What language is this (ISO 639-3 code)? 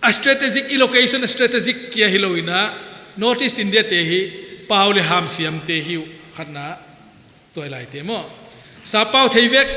pck